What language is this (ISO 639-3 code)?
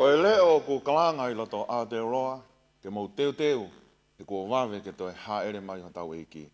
ton